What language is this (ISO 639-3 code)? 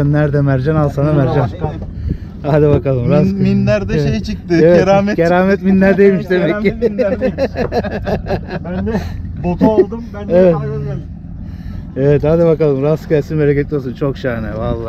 tur